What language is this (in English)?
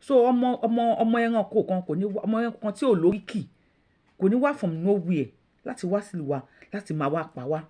Yoruba